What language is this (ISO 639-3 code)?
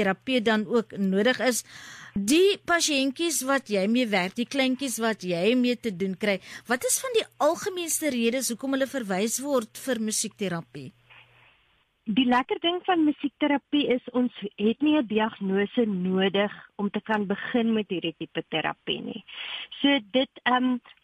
afr